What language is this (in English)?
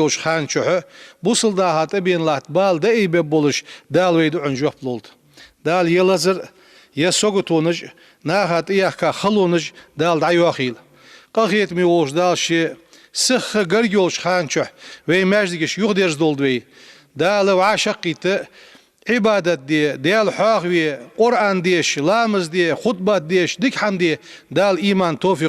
Ingush